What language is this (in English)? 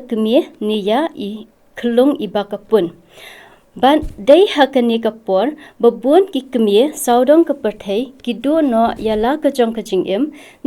Khasi